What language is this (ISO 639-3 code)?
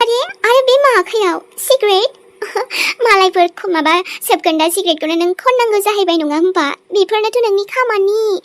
brx